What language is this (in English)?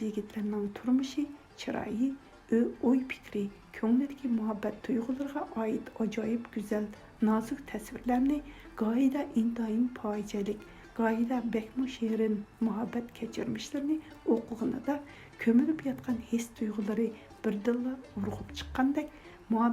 Uyghur